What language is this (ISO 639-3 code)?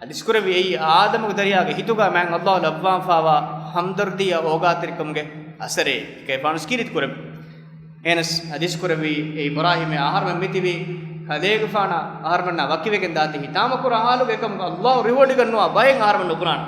div